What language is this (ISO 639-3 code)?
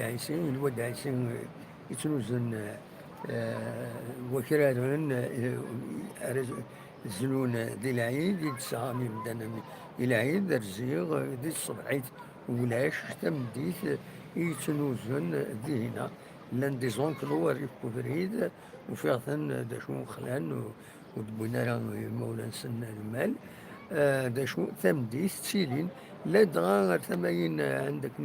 kab